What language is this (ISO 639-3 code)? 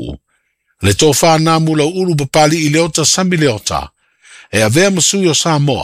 smo